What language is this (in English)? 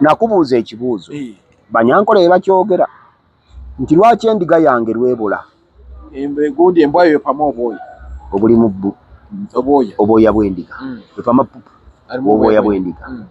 Ganda